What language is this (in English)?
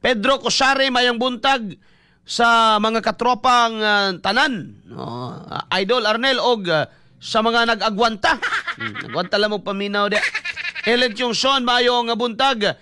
Cebuano